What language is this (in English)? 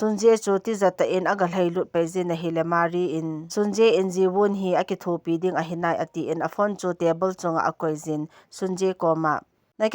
Thado Chin